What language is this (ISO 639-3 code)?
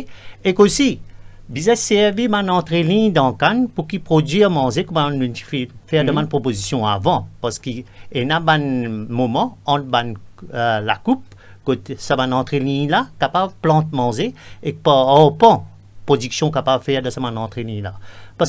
mfe